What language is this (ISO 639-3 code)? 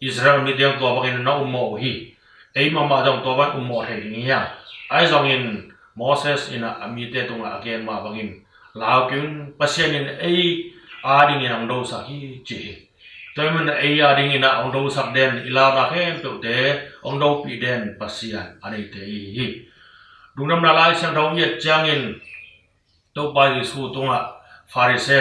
ctd